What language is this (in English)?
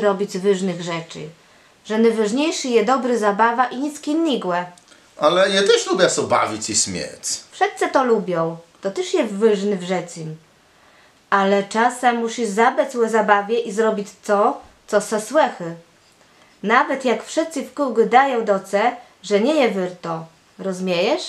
Kashubian